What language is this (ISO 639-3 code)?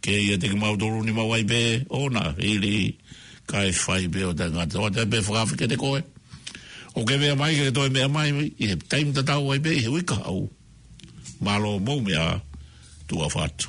ton